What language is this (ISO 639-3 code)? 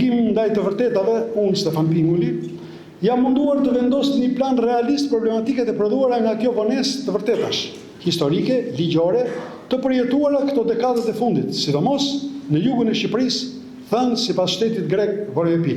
sqi